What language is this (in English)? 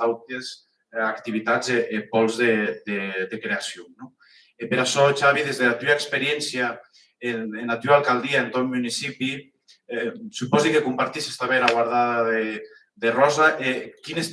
Occitan